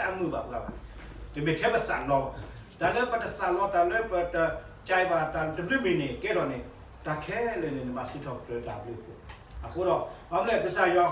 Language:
S'gaw Karen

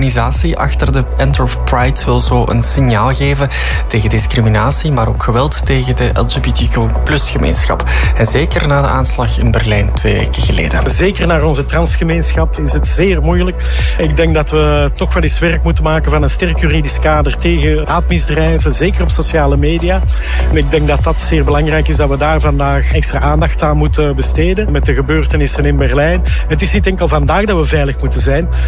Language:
Dutch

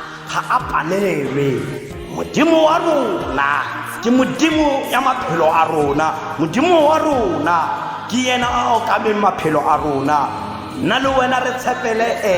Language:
Tswana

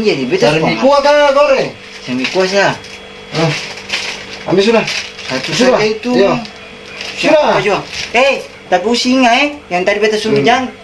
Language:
Ambonese Malay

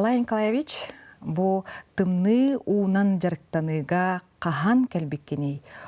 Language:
Yakut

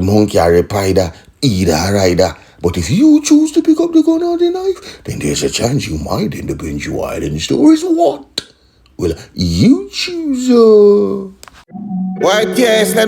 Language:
Jamaican Creole English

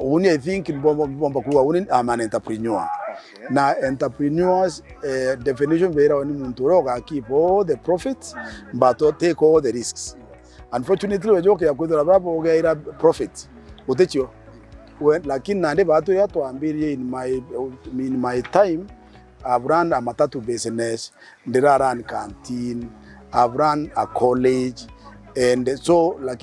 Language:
Meru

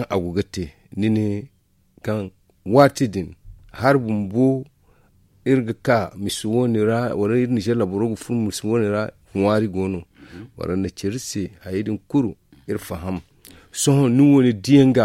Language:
Zarma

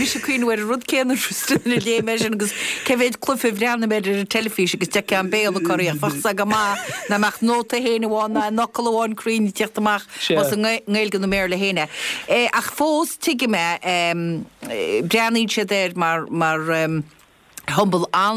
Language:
Irish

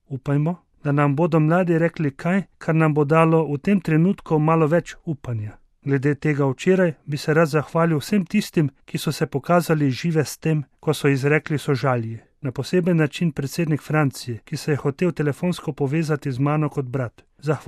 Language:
Slovenian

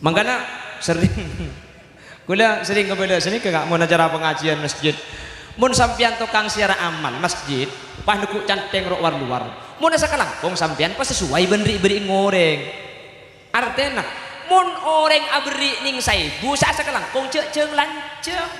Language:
Madurese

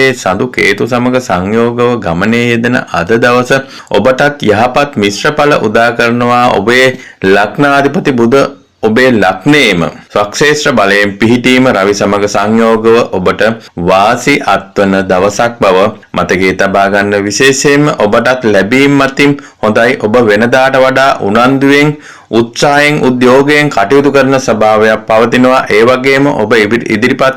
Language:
Sinhala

